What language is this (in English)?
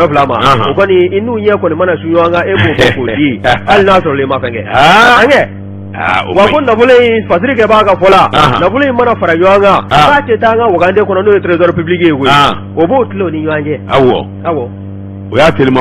Bambara